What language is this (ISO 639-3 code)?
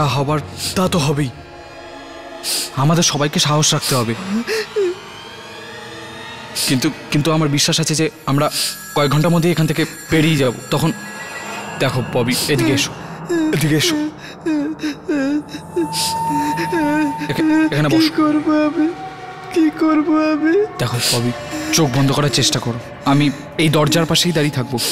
ben